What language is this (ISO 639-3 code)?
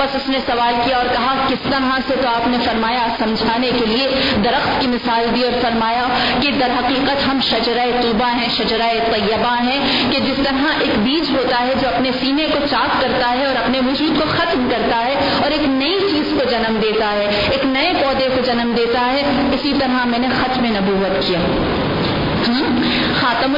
urd